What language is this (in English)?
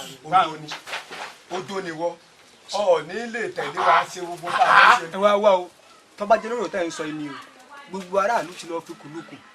Yoruba